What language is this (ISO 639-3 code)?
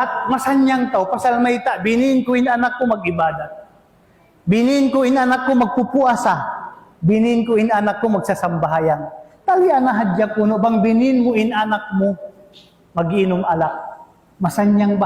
tsg